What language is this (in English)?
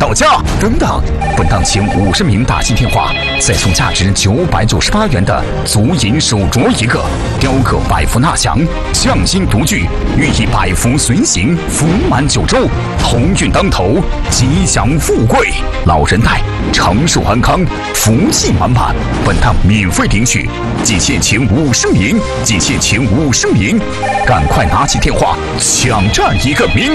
Chinese